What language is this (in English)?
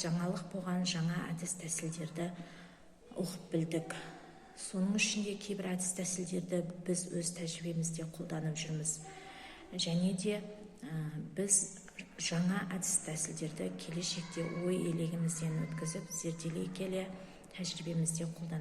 Kazakh